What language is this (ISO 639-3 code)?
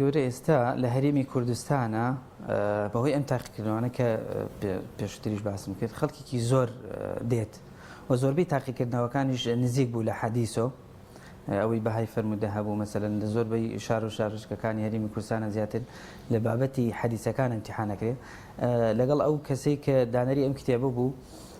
ckb